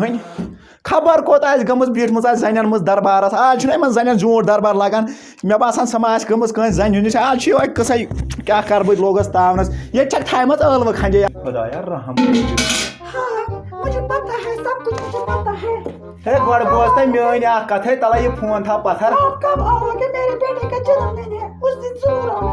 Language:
Kashmiri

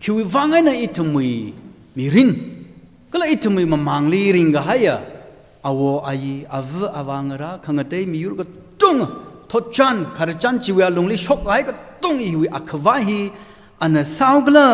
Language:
Tangkhul Naga (India)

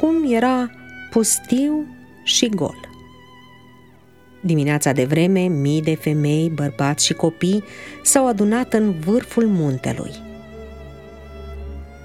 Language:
Romanian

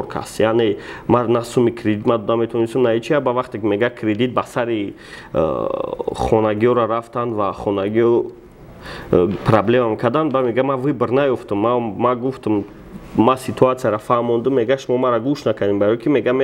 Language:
Tajik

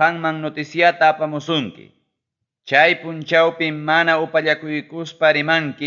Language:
Ayacucho Quechua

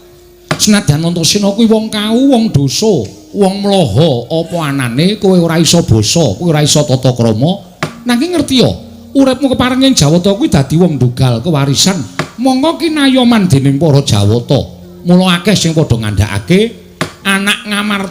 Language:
Javanese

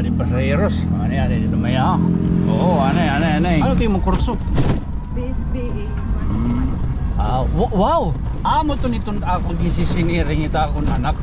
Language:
Waray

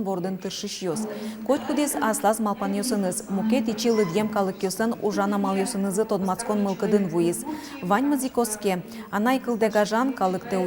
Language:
Udmurt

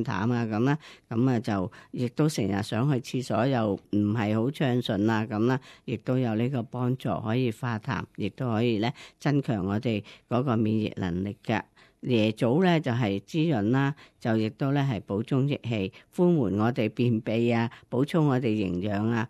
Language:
Cantonese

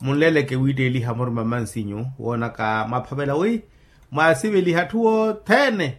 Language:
Makhuwa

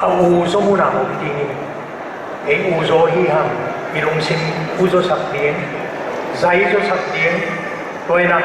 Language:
Tedim Chin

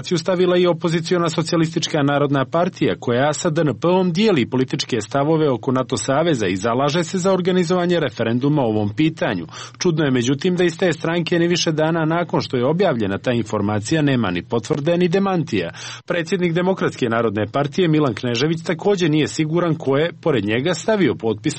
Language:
Serbian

